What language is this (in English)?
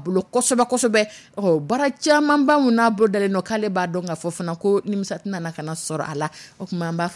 Dyula